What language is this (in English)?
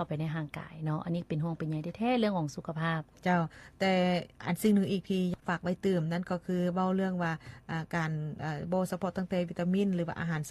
Lao